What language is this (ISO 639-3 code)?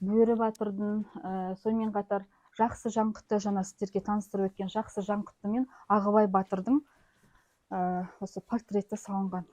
kaz